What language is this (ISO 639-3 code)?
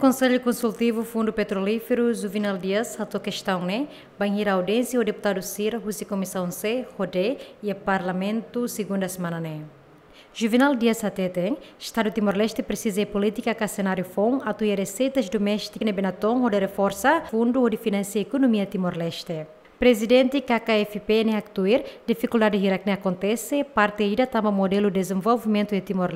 tet